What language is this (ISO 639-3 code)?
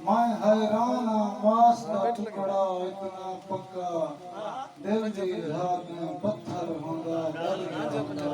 skr